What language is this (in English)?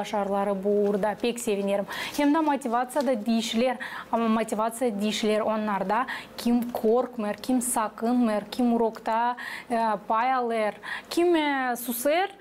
Gagauz